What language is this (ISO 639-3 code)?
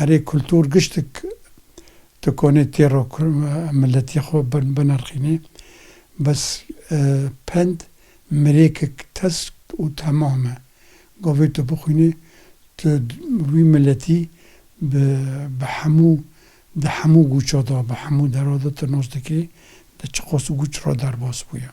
kur